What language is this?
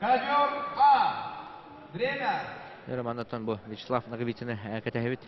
Yakut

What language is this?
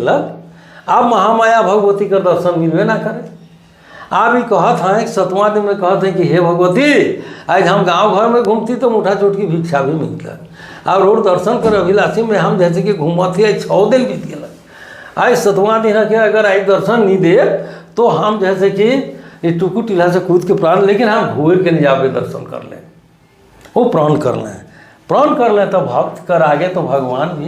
Sadri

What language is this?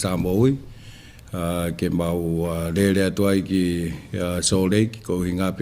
Tongan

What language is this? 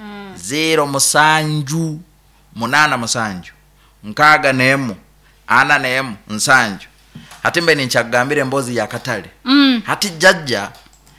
Nyankole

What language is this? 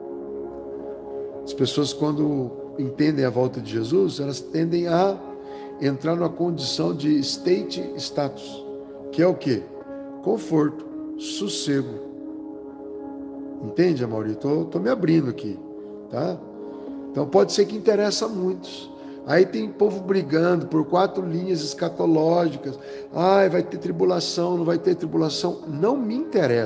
Portuguese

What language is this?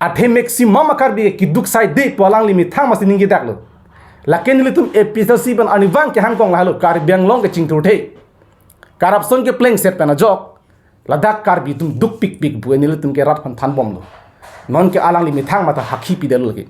Karbi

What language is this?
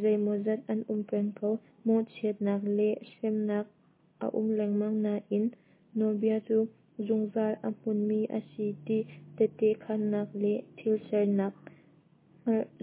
Hakha Chin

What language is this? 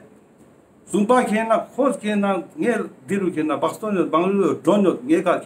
Ladakhi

